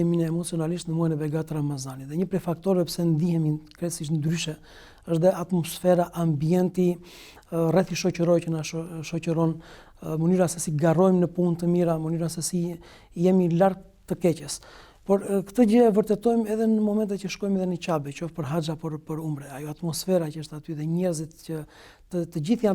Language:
Albanian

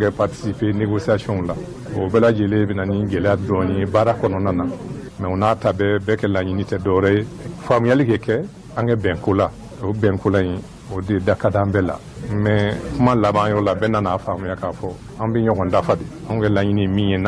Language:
Bambara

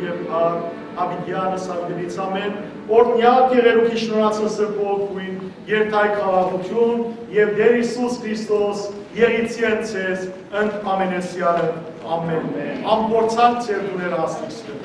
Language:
Western Armenian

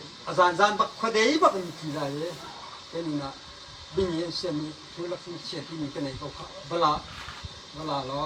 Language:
Hakha Chin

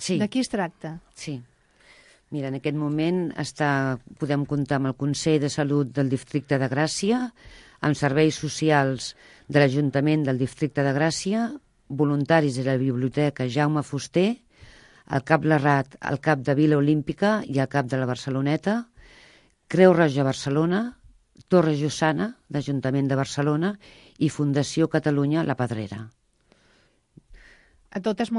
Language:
Catalan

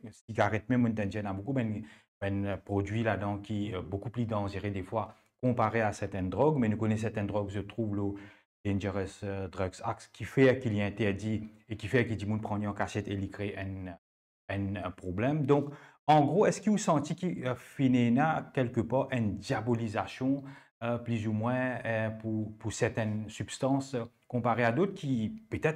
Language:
Morisyen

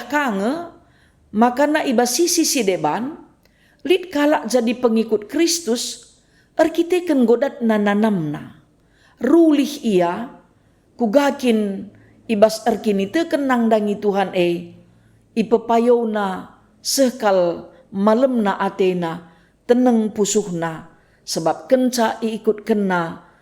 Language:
Batak Karo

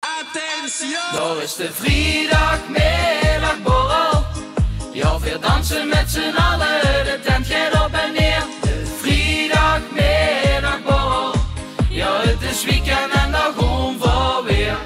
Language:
Limburgish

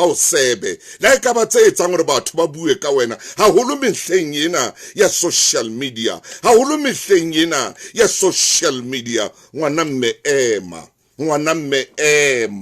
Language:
Southern Sotho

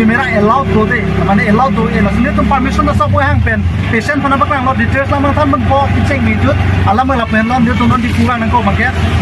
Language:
Karbi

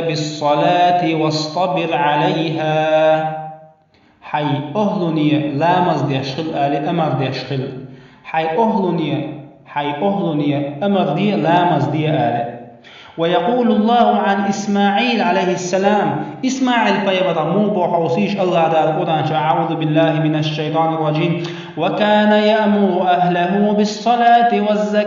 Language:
Chechen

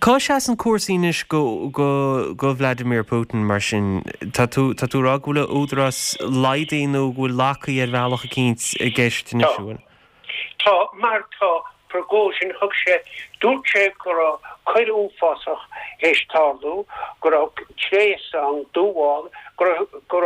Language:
Irish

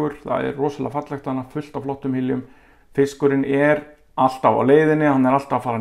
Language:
Icelandic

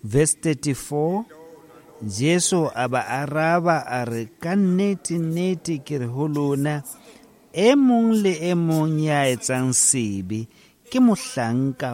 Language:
Southern Sotho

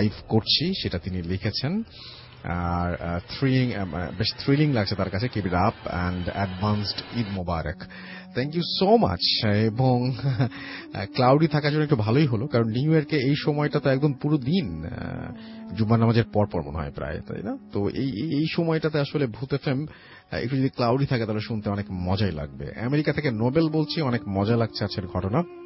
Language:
Bangla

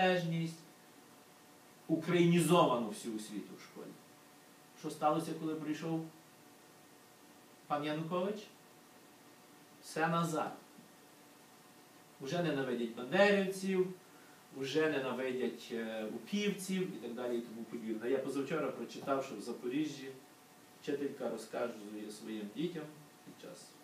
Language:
Ukrainian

